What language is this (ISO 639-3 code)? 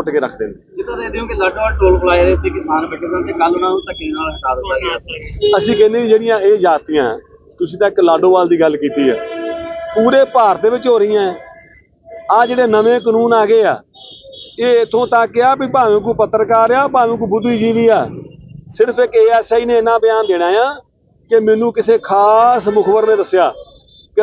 pan